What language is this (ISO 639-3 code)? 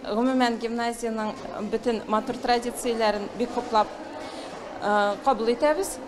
tat